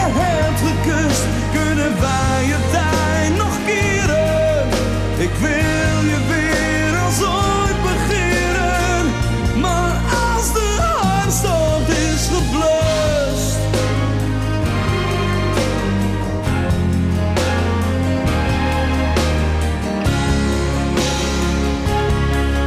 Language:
Dutch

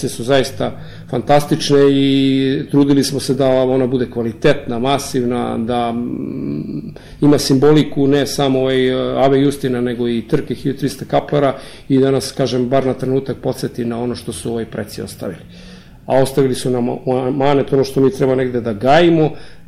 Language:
Serbian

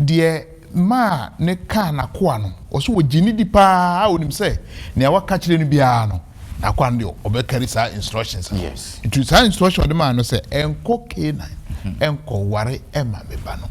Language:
Akan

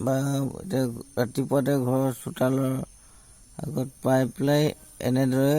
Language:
Assamese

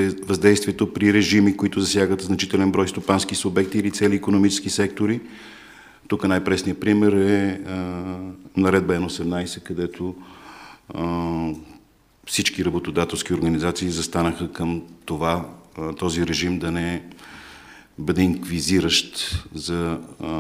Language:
Bulgarian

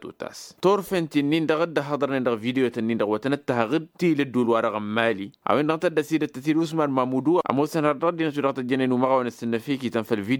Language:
Tamasheq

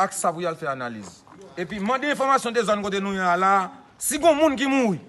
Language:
Haitian Creole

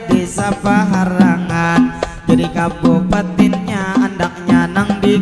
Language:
Banjar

